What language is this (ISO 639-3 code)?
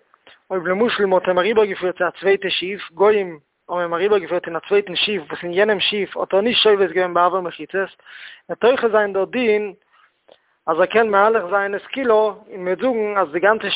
yid